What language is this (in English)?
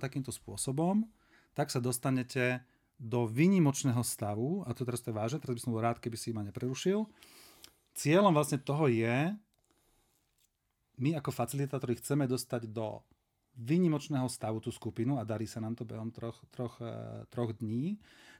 Slovak